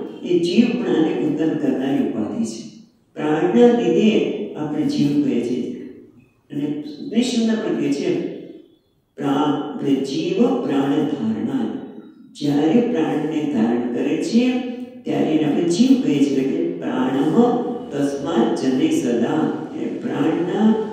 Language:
Gujarati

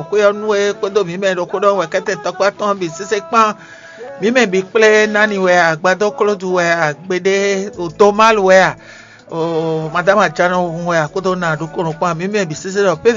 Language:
Fon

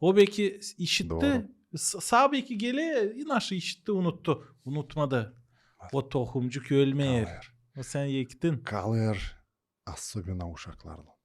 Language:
Gagauz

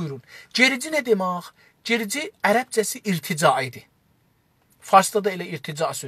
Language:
South Azerbaijani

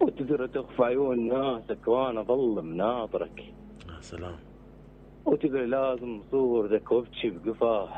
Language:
Mesopotamian Arabic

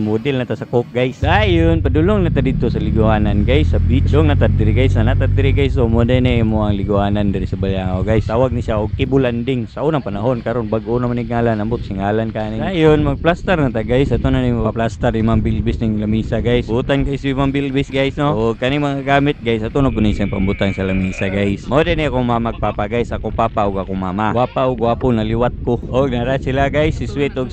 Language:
Cebuano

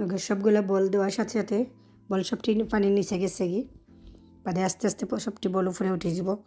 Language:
Sylheti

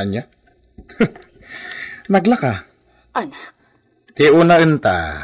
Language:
Iloko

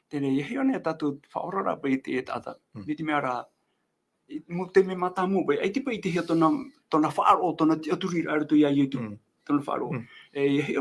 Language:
Tahitian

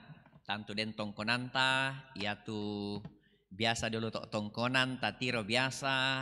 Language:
Toraja-Sa'dan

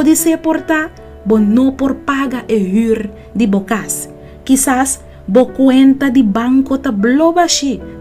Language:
Papiamento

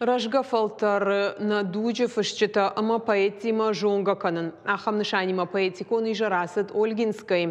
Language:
Ossetic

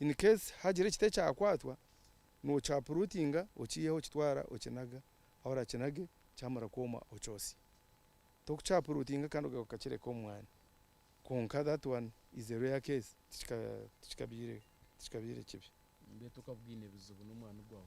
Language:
Nyankole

